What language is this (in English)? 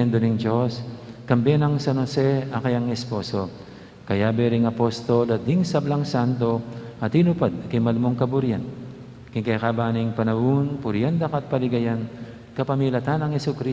Pampanga